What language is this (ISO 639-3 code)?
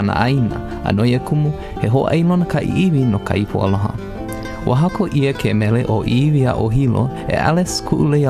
haw